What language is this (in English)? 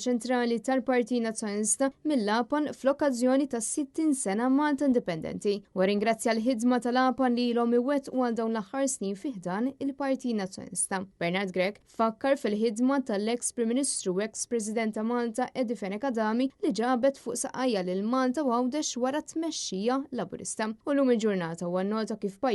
Maltese